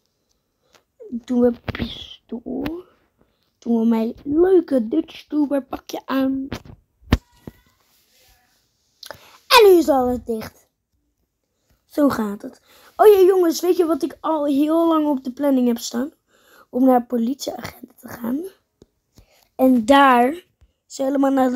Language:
Dutch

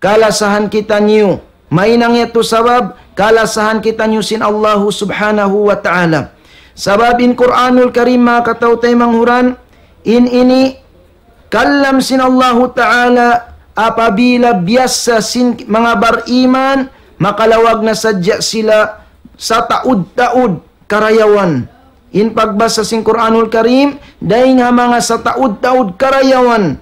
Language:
Tausug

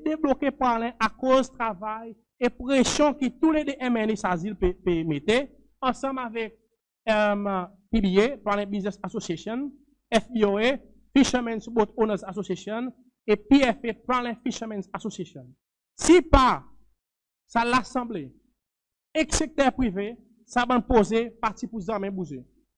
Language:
Seselwa Creole French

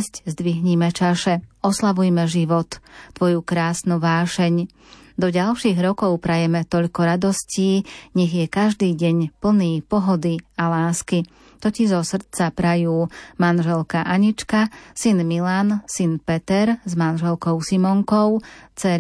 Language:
Slovak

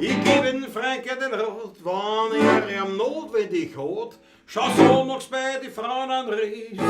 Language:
Bavarian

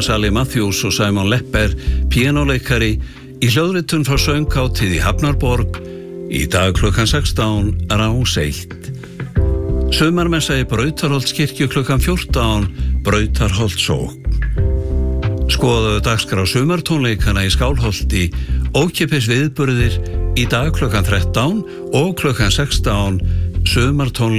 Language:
Icelandic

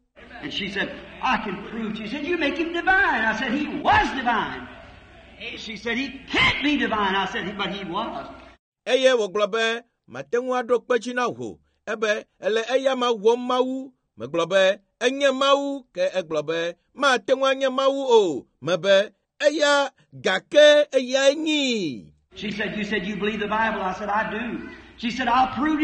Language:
Ewe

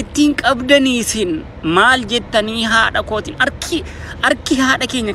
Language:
Oromo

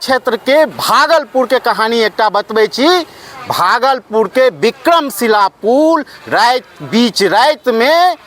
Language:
Maithili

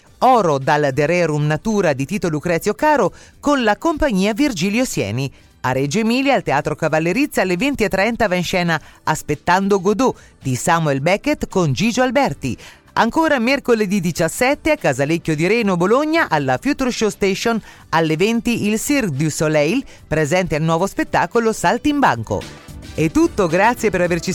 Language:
Italian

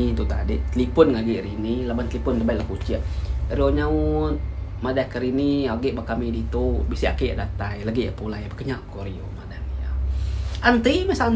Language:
Iban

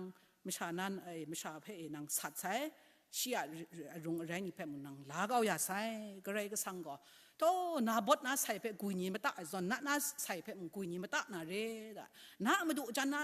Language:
Kachin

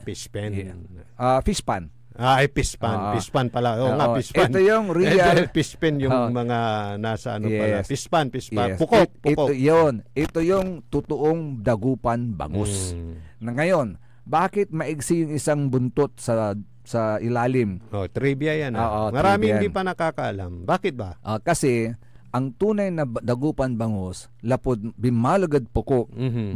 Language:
Pangasinan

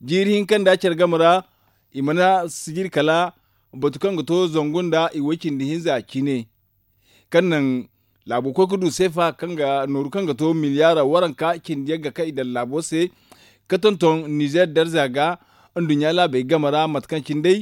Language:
Zarma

